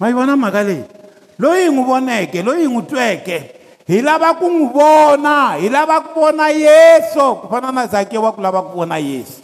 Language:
Tsonga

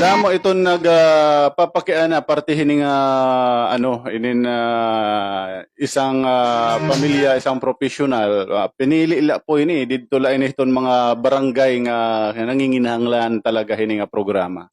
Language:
Waray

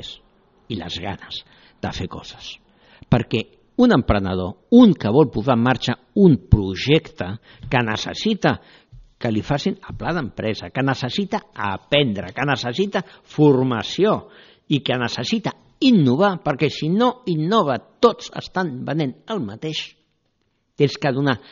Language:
Catalan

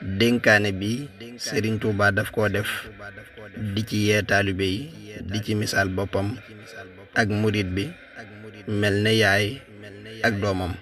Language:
Wolof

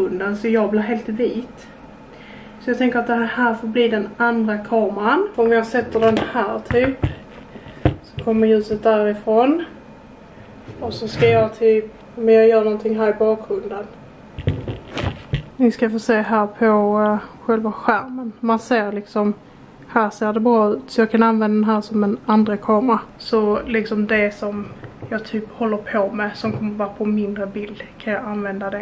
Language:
Swedish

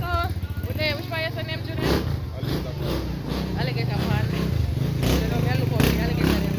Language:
Jamaican Creole English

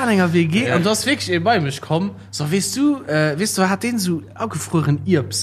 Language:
Luxembourgish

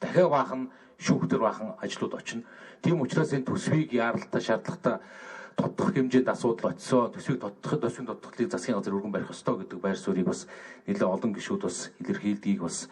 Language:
Mongolian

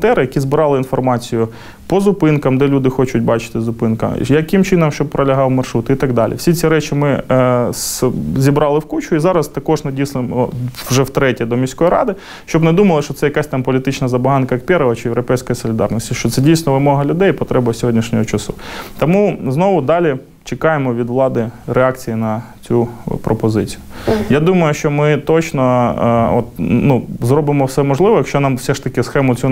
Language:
Ukrainian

